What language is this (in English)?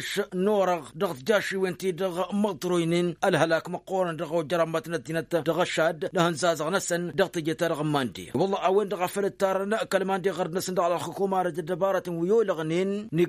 Tamasheq